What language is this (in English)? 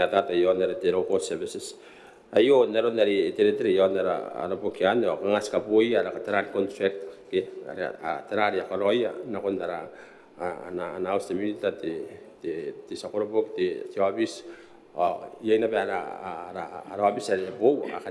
Gilbertese